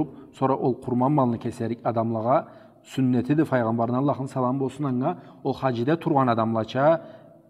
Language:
Karachay-Balkar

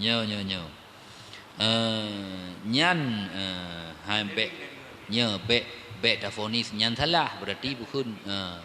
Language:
Achinese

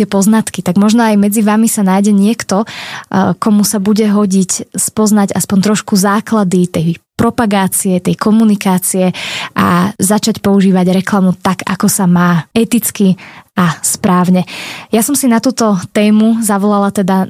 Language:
Slovak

